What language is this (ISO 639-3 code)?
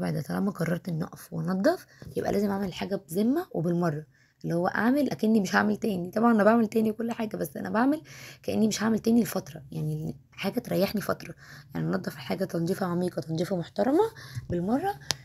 arz